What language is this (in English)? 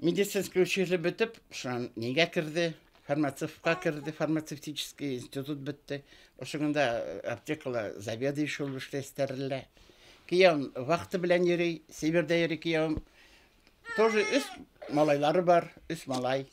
Bashkir